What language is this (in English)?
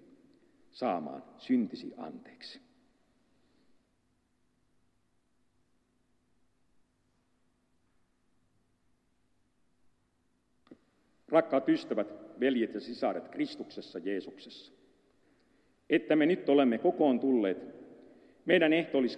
Finnish